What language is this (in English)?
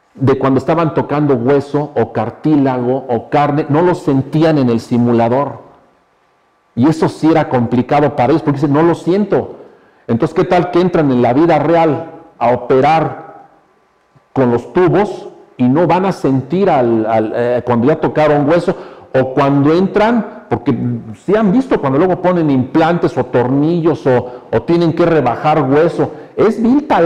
Spanish